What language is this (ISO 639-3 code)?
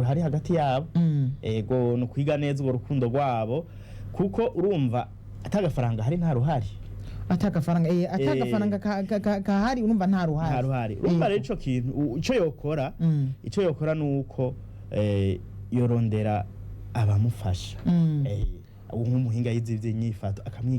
run